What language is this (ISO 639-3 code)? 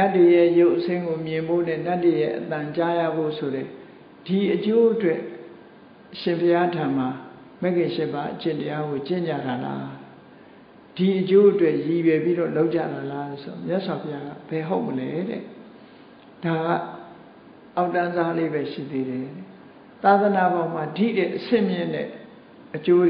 mya